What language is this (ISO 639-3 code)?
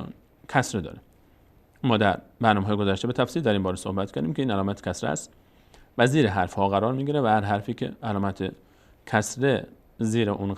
fas